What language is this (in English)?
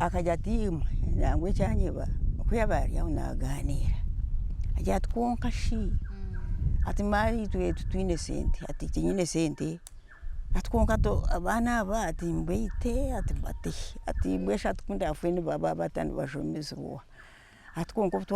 Nyankole